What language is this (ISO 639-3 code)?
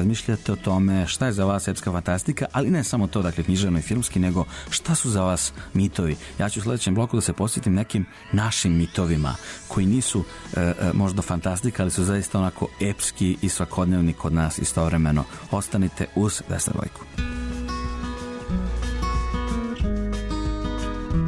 srp